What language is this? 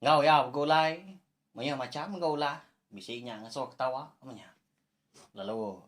Iban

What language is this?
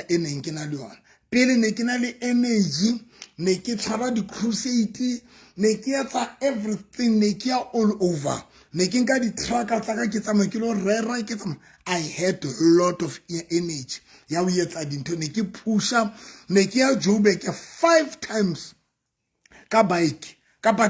Southern Sotho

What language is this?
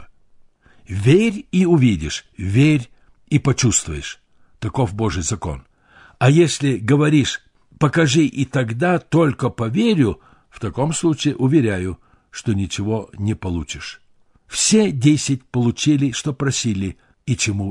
Russian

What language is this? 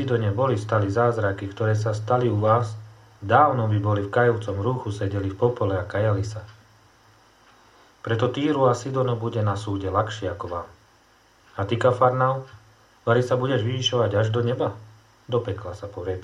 Slovak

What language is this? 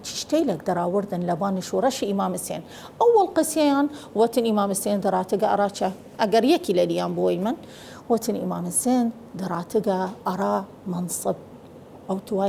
Southern Kurdish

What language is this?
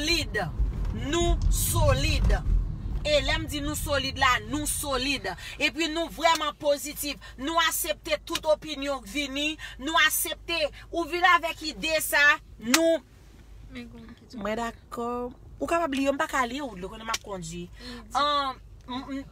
Haitian Creole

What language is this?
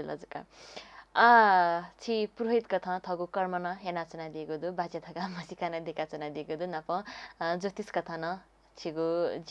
Newari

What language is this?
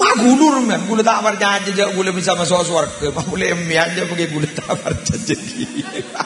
Madurese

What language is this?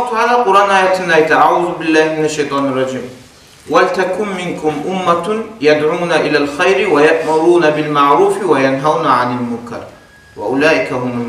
Kumyk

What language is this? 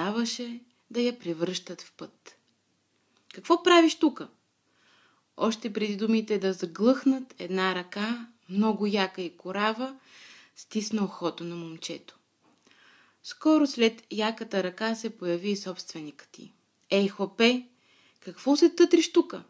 Bulgarian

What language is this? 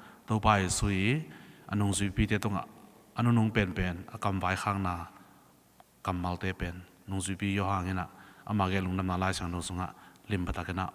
Tedim Chin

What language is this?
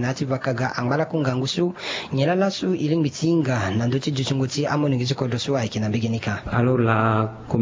Sango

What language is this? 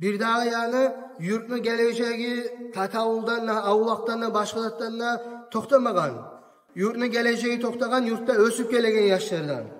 Kumyk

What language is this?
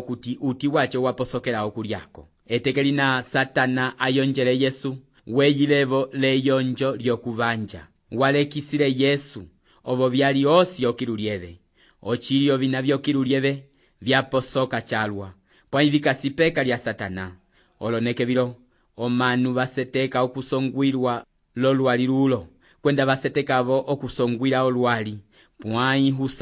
Umbundu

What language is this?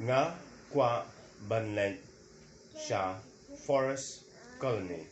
Khasi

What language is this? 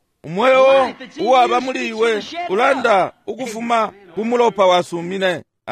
Bemba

